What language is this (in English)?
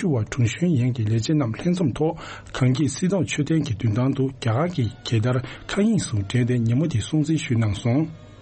Tibetan